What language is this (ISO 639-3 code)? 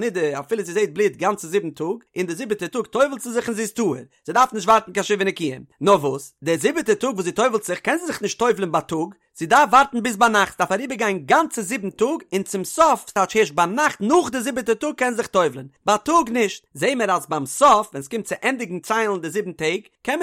yid